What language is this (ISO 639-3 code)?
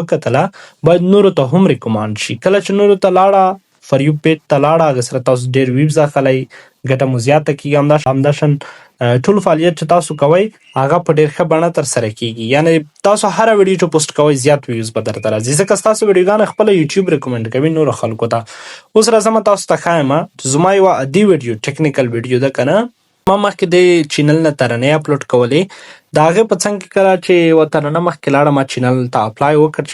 pus